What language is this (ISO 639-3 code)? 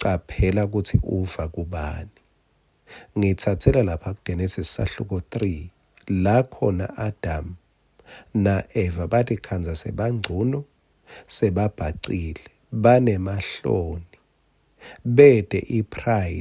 ssw